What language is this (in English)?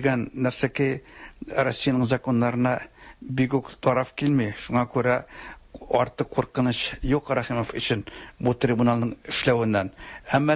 Tatar